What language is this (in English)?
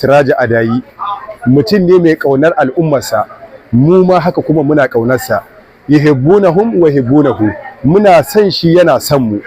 Hausa